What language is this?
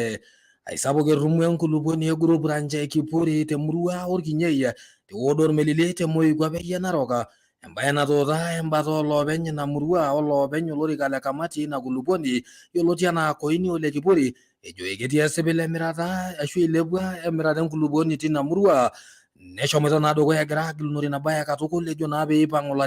Masai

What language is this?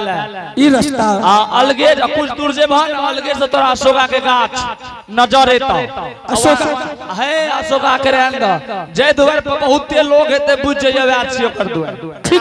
Angika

